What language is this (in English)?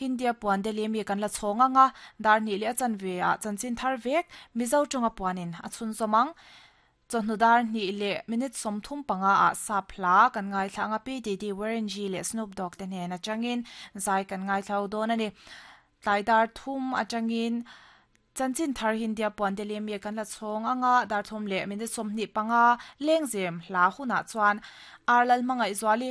Mizo